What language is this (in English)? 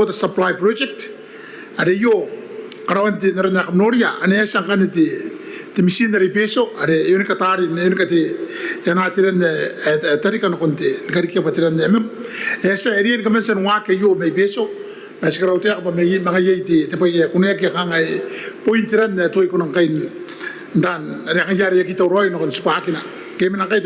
Gilbertese